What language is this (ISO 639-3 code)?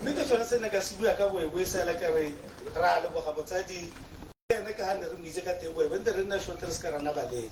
tsn